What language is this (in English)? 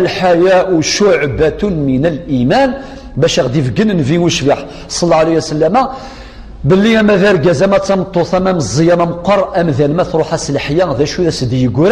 Kabyle